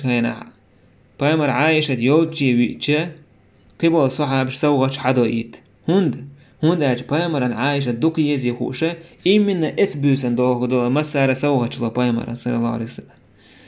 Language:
Chechen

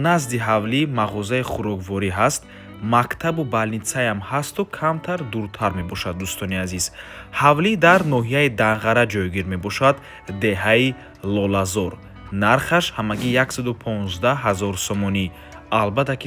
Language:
Tajik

